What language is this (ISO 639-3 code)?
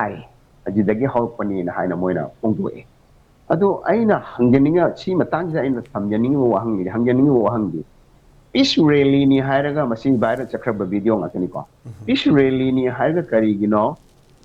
mni